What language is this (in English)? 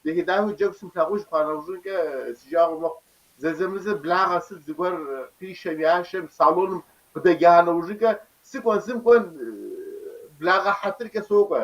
Kabardian